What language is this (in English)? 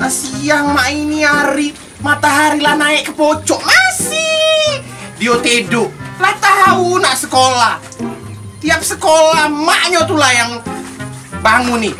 Musi